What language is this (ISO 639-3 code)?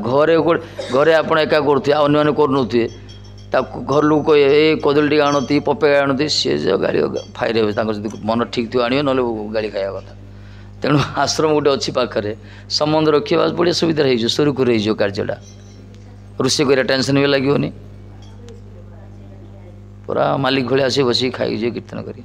ori